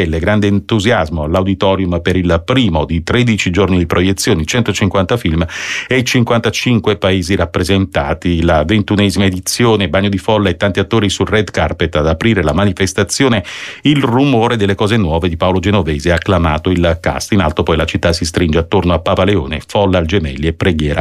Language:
Italian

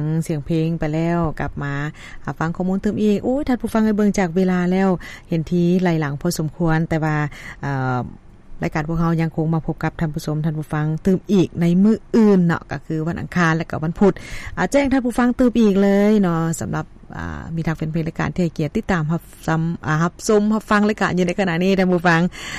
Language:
Lao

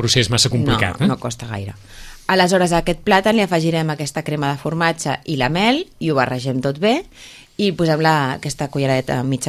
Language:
Catalan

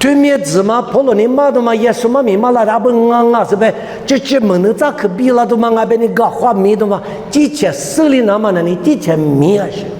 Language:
Lisu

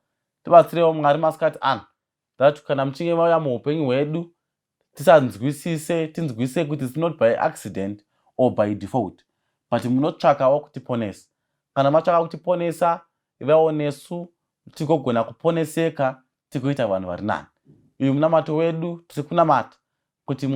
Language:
Shona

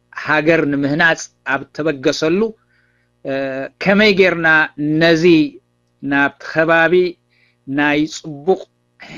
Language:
Tigrinya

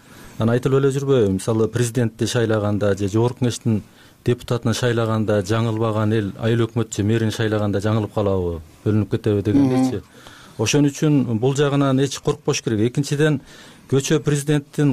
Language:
Kyrgyz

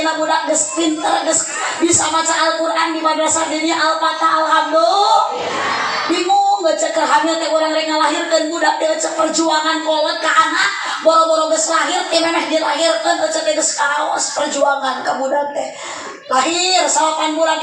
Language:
Sundanese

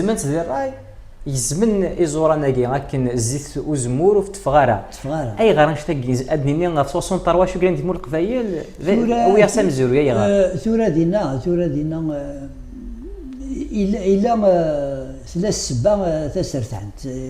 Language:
Kabyle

